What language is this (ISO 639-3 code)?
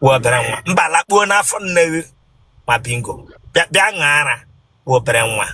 ibo